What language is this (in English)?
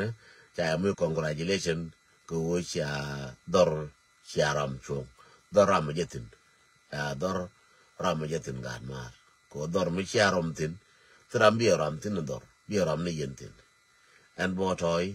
Nuer